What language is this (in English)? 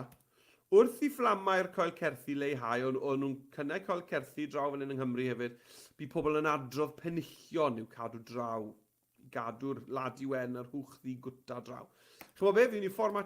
Welsh